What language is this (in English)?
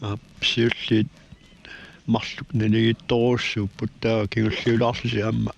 Kalaallisut